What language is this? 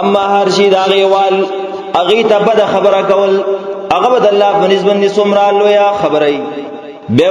Pashto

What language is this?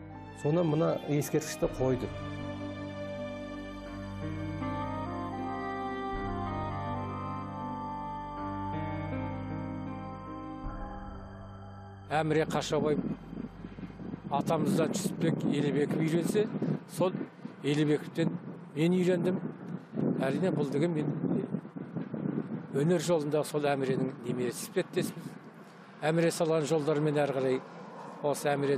Kazakh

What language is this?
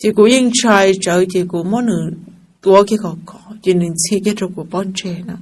Hmong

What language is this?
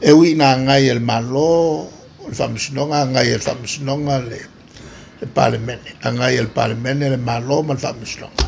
Samoan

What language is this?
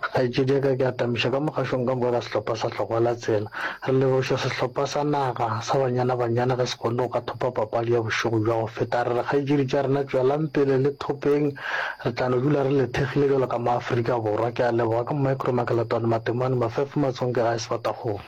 Northern Sotho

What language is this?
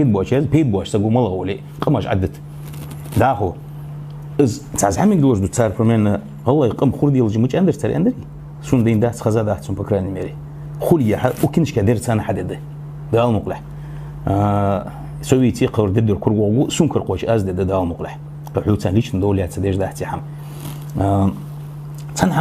Ingush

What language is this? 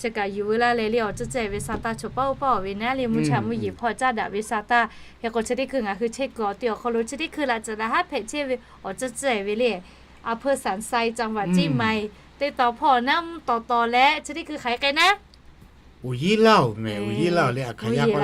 Lahu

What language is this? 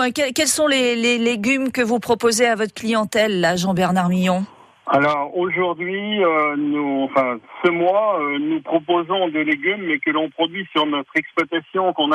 French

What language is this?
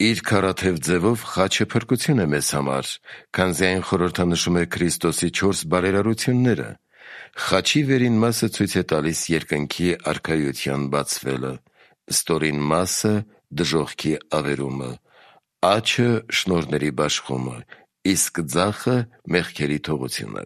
Armenian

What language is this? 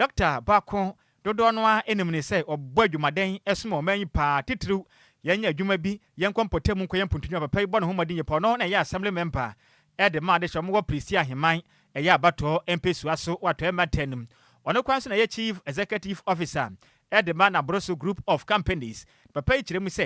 Akan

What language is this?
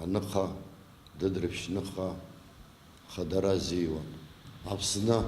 Abkhazian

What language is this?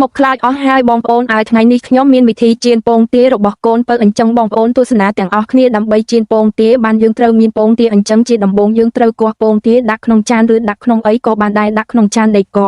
Khmer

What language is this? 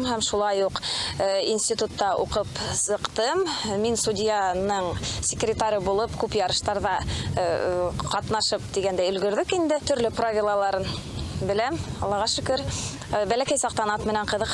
Tatar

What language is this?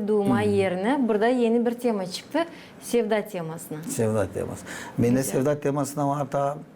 Gagauz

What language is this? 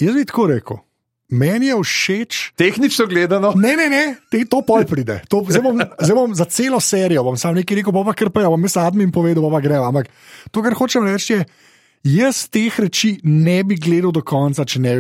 Slovenian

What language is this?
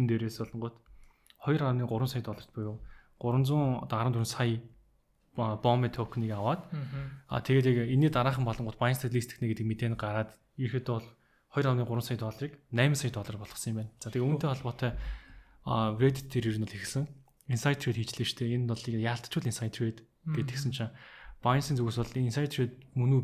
Mongolian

